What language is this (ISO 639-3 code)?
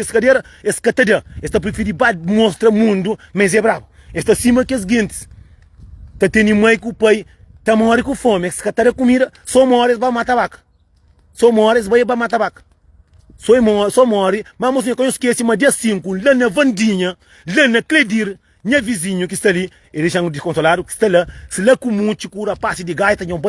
kea